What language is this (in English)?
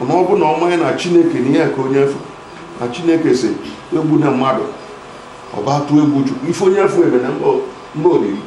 Igbo